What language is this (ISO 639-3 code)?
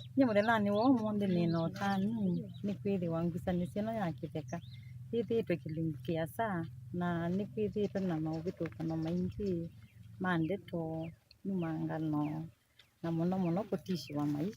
kam